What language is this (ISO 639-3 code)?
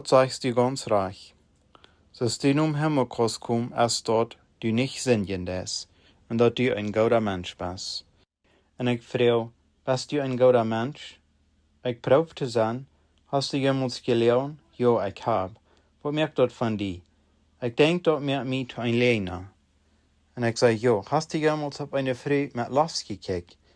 pdt